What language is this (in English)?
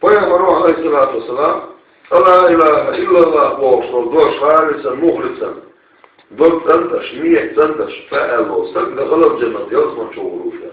Chechen